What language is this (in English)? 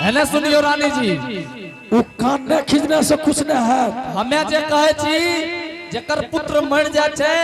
Angika